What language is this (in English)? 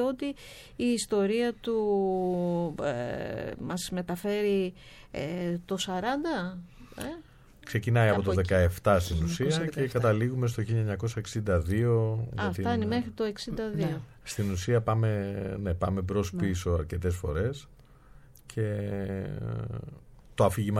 Greek